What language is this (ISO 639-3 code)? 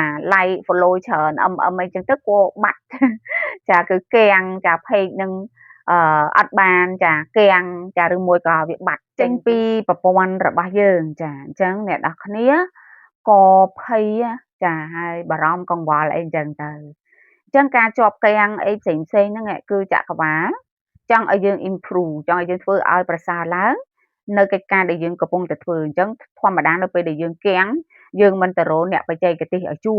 khm